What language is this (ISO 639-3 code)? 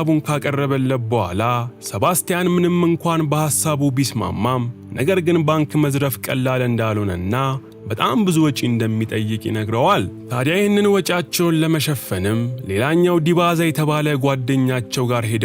amh